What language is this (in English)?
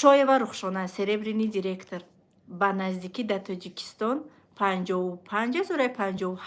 Tajik